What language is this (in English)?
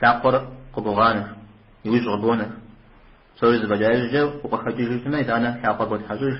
Kabardian